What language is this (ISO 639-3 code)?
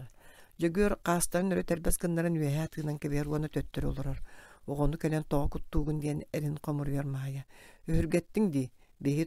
sah